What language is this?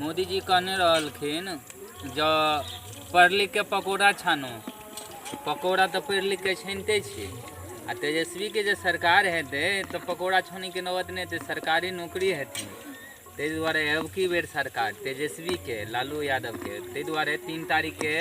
Maithili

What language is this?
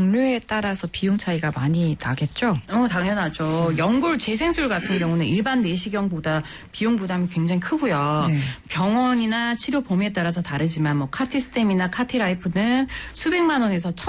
Korean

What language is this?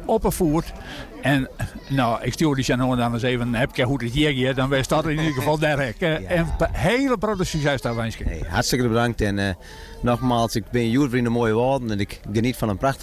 Western Frisian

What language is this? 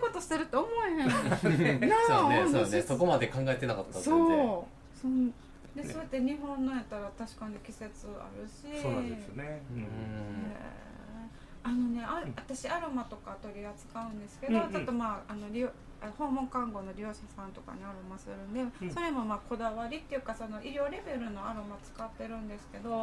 Japanese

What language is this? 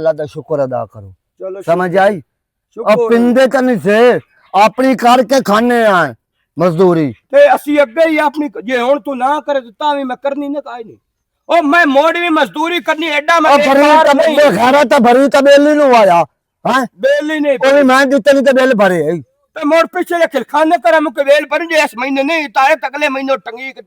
Western Panjabi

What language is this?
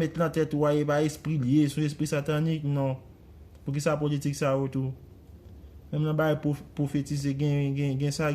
Haitian Creole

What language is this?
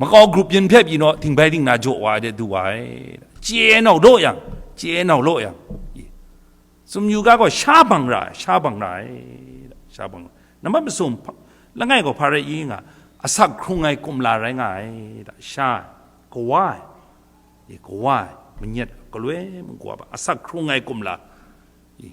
Kachin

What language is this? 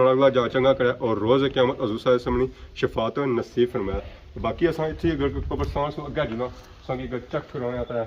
Pahari-Potwari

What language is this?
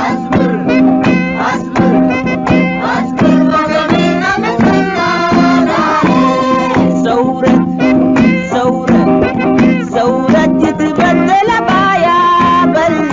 Tigre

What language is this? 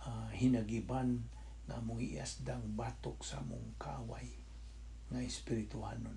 Cebuano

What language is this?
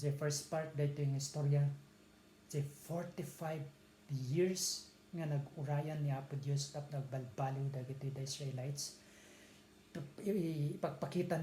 Iloko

